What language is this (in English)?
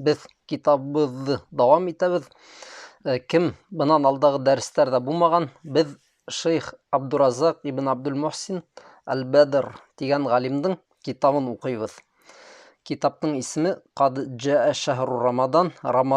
Bashkir